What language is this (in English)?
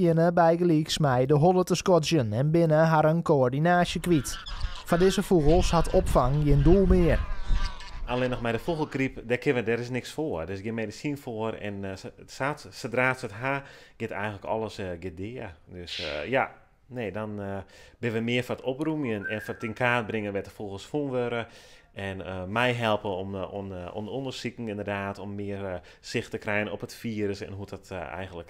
Western Frisian